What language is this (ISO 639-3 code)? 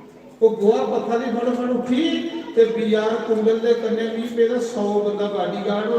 doi